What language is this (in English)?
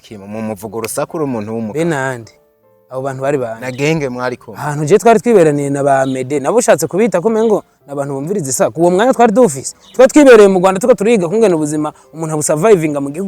Rundi